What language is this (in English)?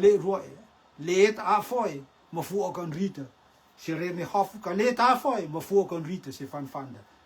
Rotuman